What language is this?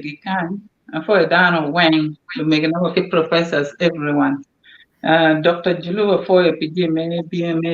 Acoli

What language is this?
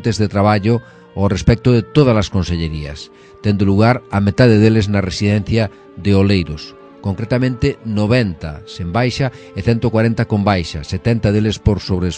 Galician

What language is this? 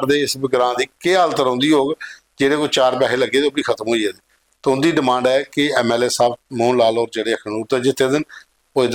Dogri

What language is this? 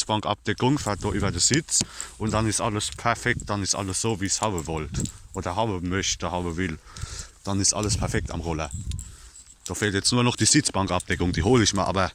Palatine German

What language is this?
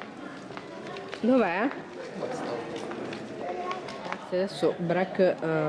Italian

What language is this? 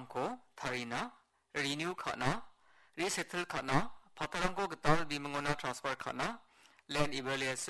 Garo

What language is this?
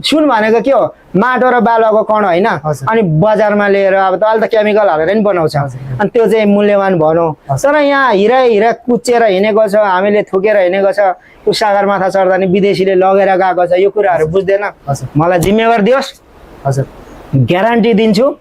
Nepali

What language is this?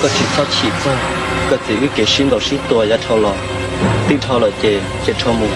Hmong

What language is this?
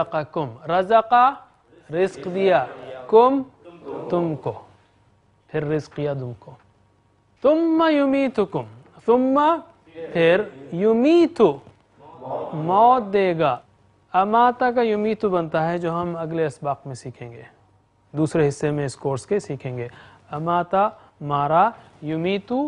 Urdu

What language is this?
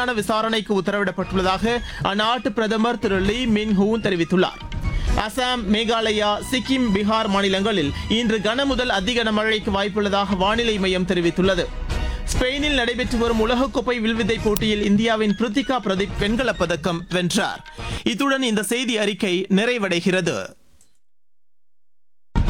Tamil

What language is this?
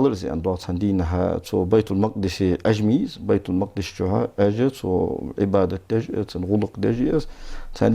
Ingush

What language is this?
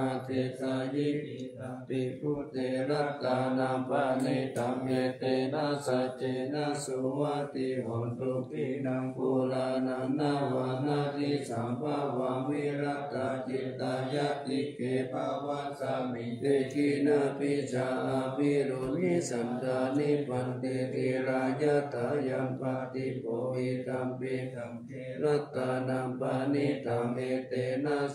Pali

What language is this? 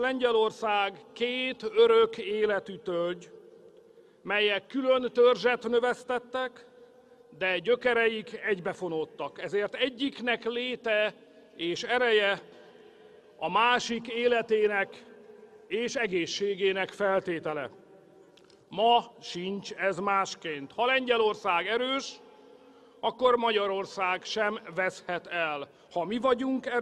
Hungarian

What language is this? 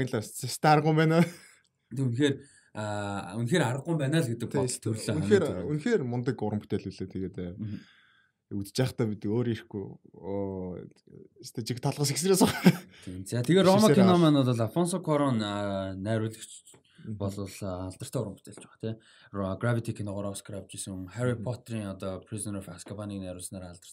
Mongolian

